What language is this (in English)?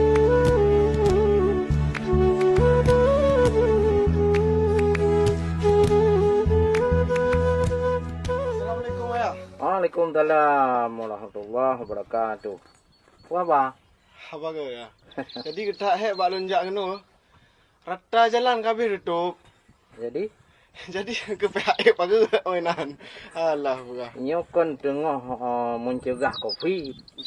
Achinese